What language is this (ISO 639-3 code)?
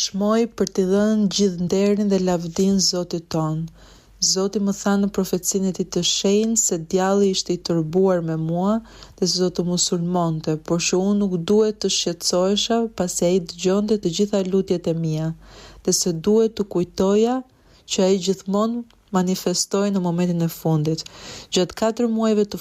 sqi